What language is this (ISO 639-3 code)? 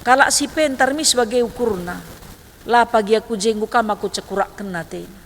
btx